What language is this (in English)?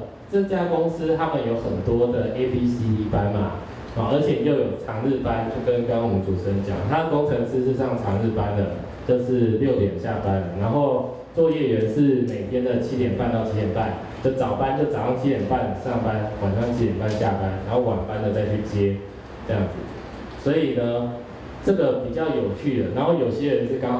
Chinese